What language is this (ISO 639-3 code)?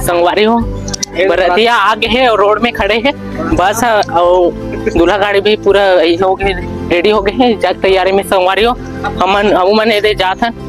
hne